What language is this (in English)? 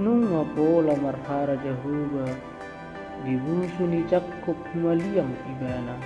Batak Toba